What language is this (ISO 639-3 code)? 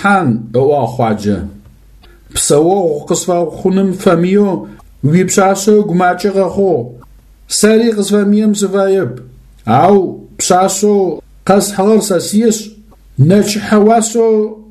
ady